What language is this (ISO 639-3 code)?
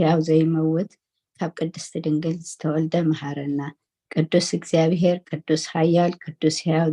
tir